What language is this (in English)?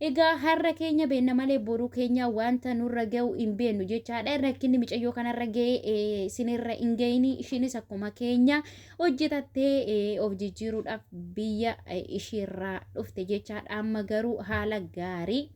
Oromo